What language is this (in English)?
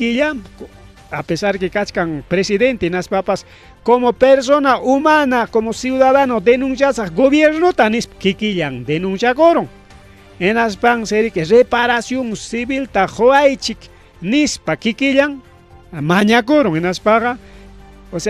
Ayacucho Quechua